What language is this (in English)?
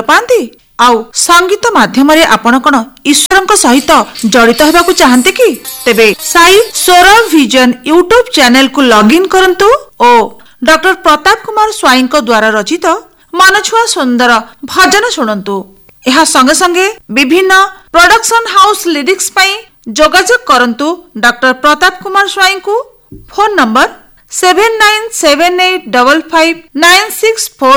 Odia